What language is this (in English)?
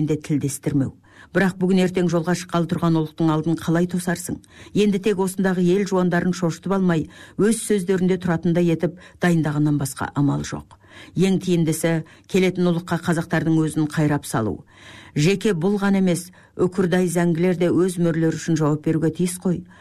Kazakh